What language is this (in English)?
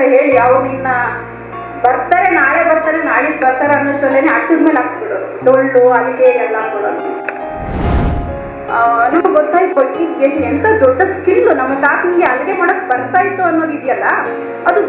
Kannada